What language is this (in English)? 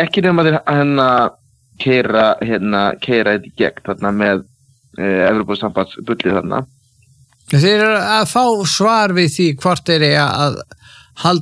Icelandic